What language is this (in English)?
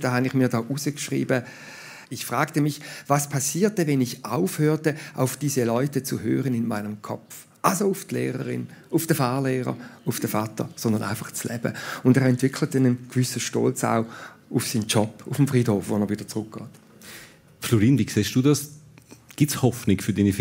Swiss German